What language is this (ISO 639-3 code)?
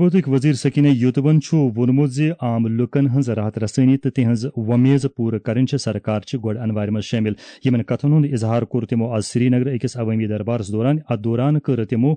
kas